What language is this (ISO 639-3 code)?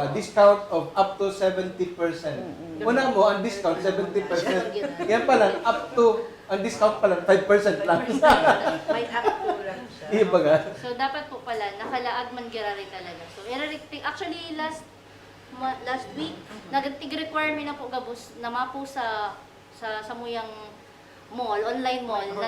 bik